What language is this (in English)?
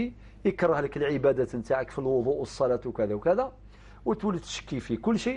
Algerian Arabic